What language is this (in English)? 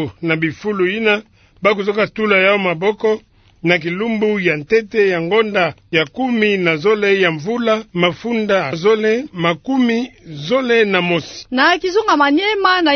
Kituba (Democratic Republic of Congo)